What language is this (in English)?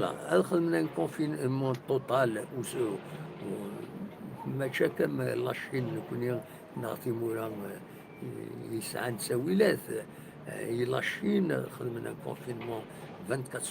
Kabyle